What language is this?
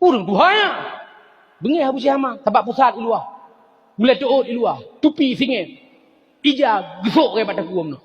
Achinese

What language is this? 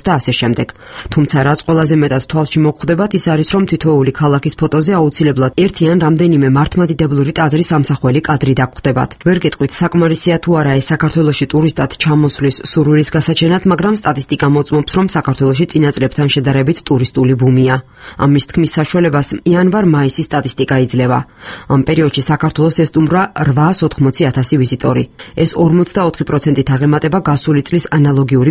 Georgian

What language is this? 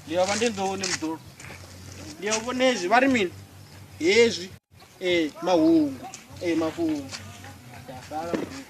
Venda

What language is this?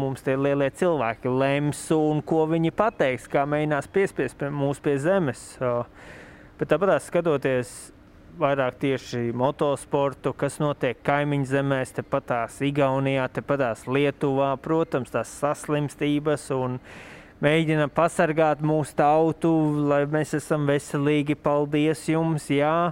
Latvian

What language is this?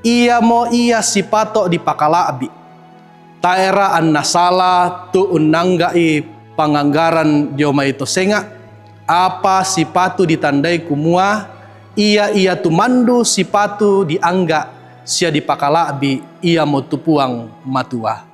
Toraja-Sa'dan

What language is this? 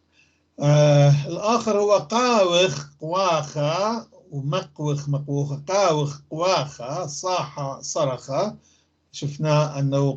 North Levantine Arabic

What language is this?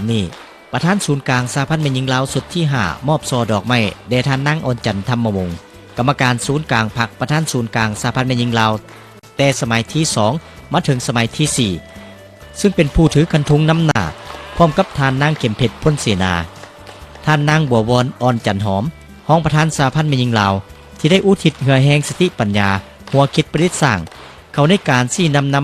Lao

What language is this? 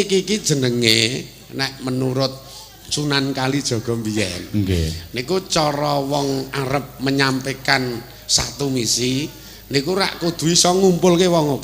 Javanese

